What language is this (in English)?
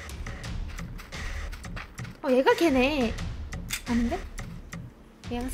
Korean